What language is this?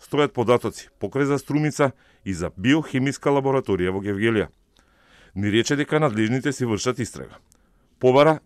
Macedonian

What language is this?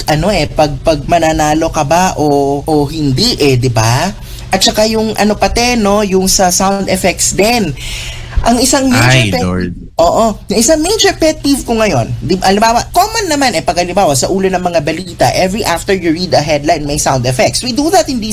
Filipino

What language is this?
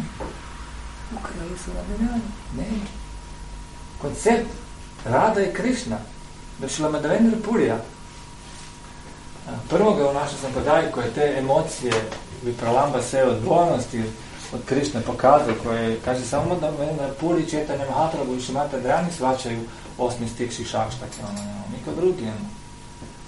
Croatian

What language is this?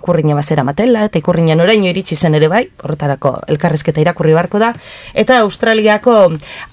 Basque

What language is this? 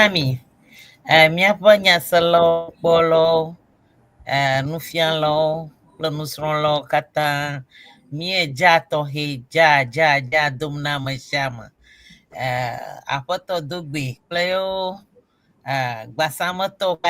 Ewe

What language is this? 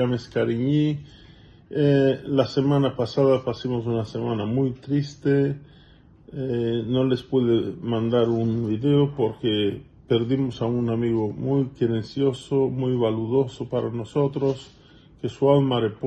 Ladino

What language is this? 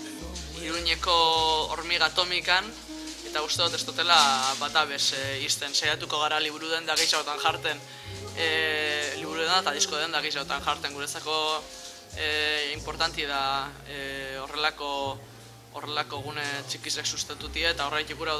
Basque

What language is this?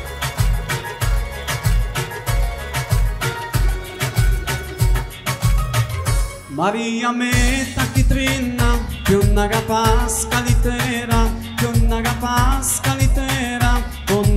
Romanian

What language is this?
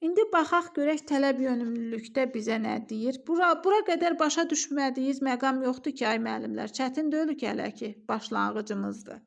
Azerbaijani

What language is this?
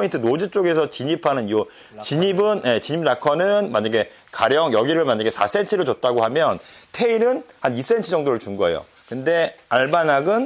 Korean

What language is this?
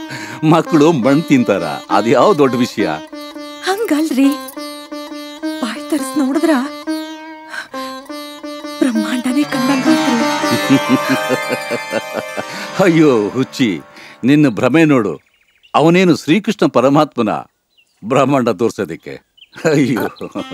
Kannada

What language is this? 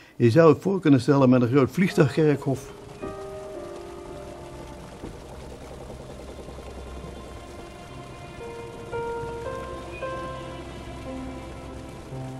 Dutch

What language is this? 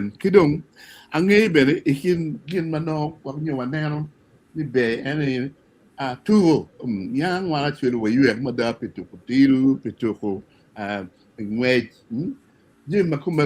Acoli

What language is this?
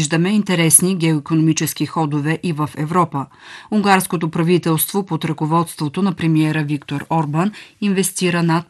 Bulgarian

